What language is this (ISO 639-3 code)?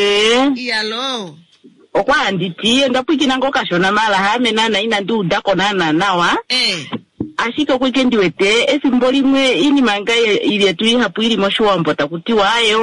kua